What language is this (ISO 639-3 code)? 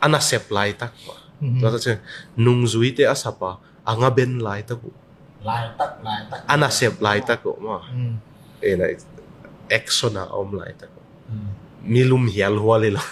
ctd